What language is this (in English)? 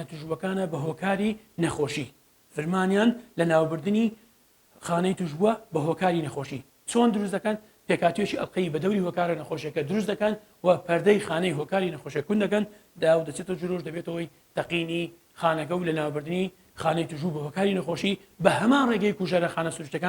Central Kurdish